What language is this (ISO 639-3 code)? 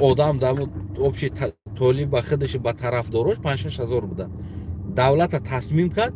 tgk